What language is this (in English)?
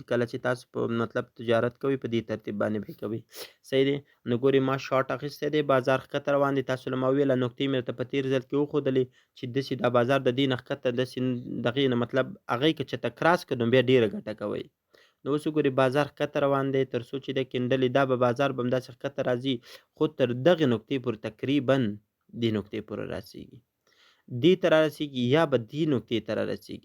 Pashto